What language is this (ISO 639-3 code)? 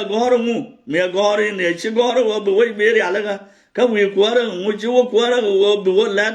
nus